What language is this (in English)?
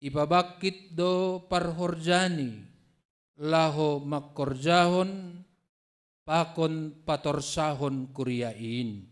Batak Simalungun